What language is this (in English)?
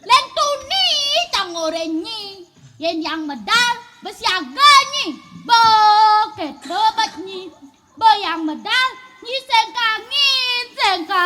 Balinese